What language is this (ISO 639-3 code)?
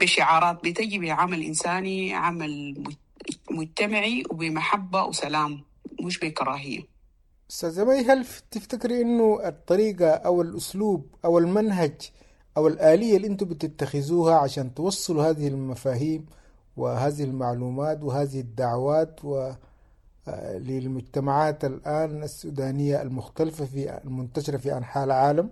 apd